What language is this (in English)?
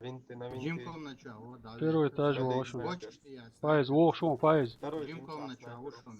Chechen